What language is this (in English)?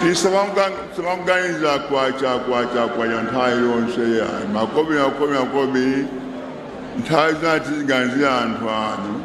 Nyanja